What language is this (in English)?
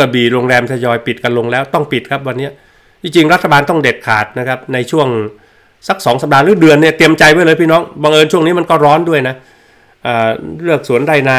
Thai